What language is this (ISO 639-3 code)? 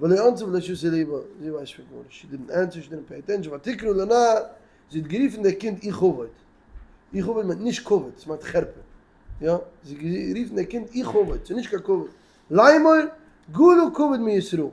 yid